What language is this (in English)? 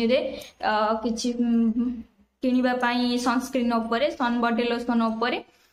Odia